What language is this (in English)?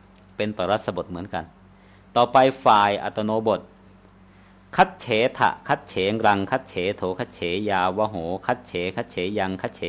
Thai